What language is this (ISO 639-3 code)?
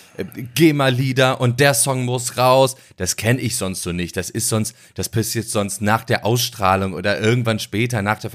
deu